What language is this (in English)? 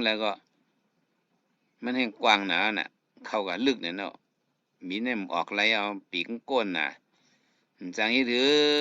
Shan